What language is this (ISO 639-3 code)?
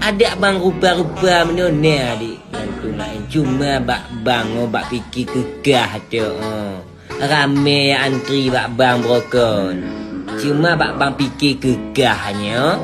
ace